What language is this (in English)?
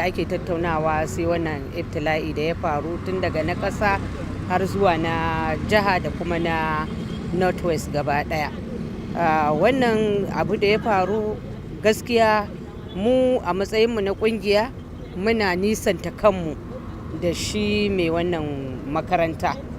Hausa